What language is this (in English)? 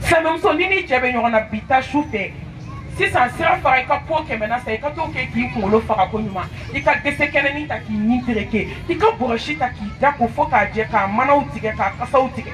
Bambara